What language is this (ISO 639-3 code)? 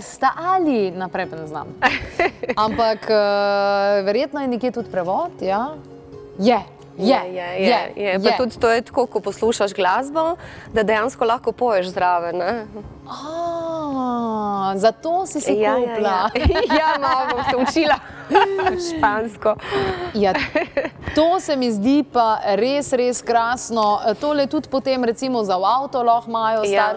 slv